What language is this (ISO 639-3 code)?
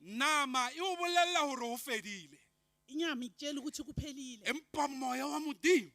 sot